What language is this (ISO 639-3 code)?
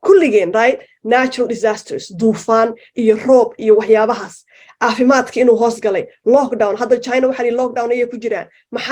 som